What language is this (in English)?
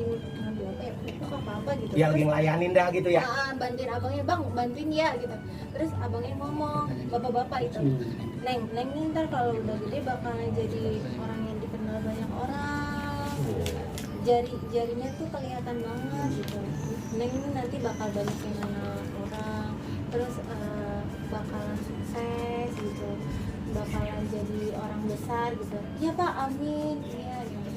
Betawi